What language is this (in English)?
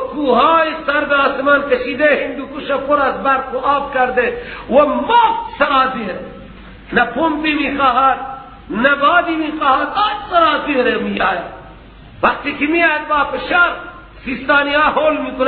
Persian